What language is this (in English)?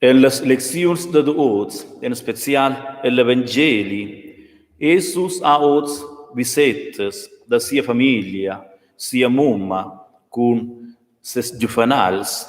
Romansh